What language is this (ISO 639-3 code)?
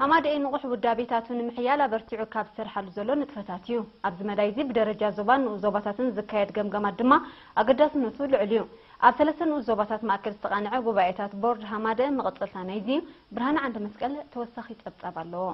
tir